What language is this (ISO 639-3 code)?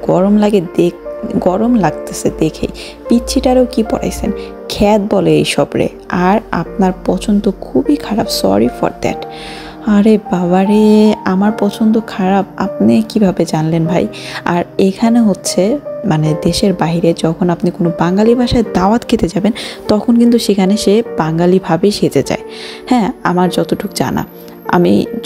ben